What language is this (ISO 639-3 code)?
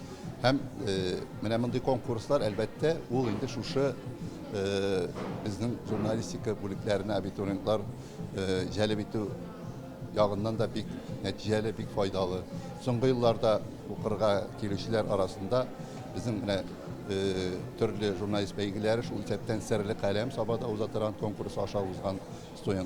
tat